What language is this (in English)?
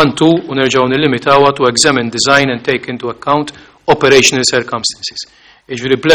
Maltese